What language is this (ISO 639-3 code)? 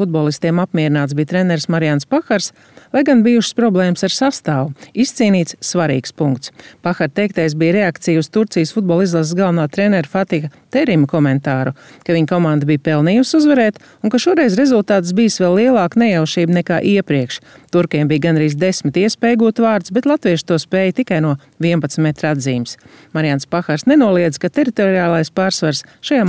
lav